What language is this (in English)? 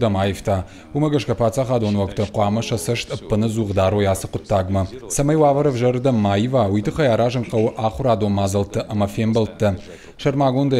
Ossetic